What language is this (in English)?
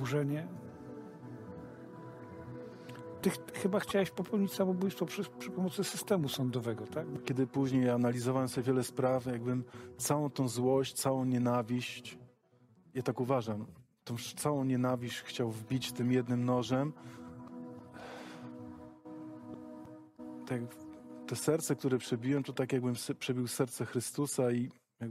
Polish